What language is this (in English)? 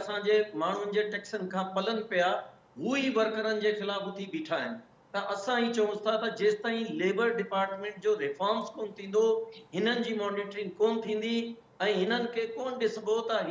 Sindhi